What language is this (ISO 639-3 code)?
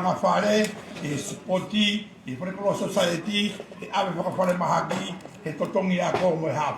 ton